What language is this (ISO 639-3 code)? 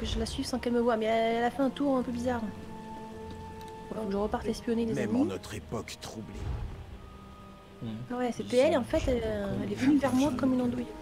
fra